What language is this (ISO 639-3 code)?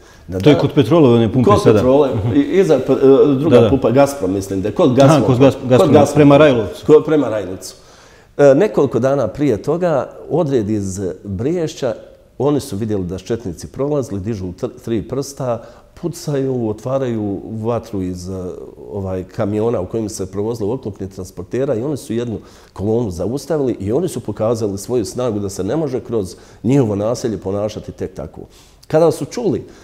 bos